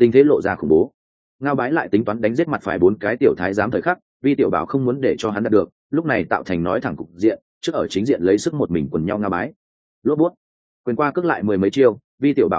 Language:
Vietnamese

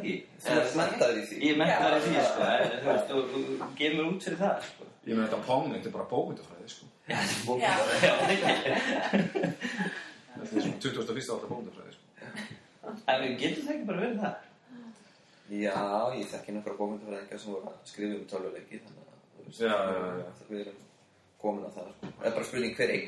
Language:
Icelandic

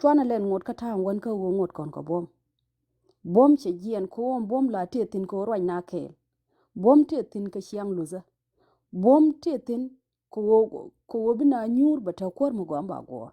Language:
Nuer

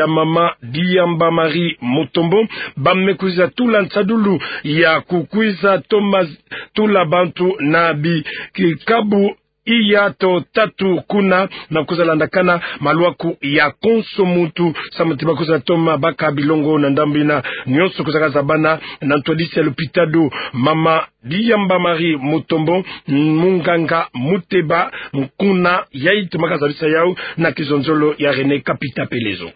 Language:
Kituba (Democratic Republic of Congo)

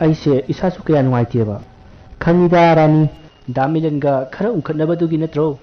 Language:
Manipuri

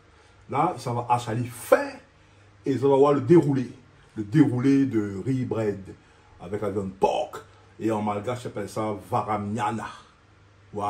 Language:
Réunion Creole French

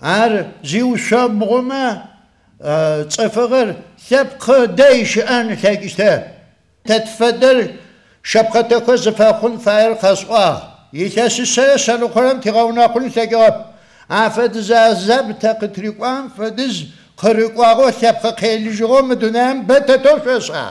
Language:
Adyghe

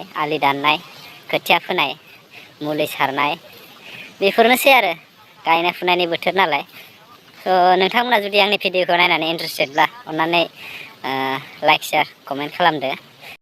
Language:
Bodo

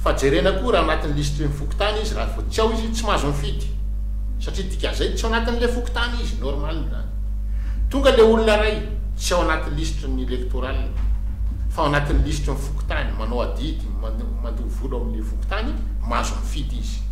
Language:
Malagasy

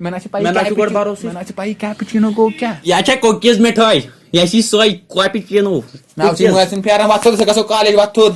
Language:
Kashmiri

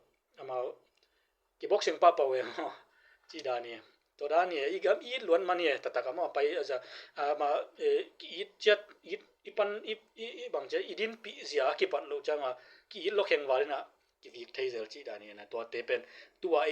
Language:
Tedim Chin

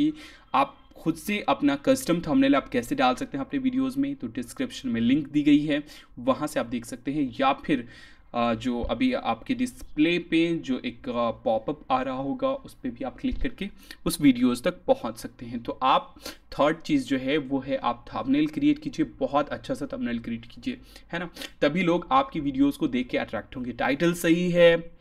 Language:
Hindi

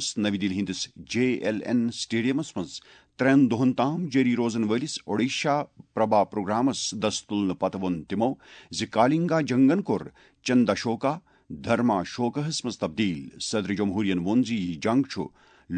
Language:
Kashmiri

